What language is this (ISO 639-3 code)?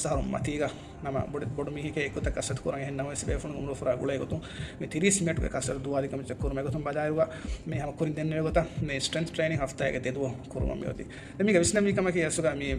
div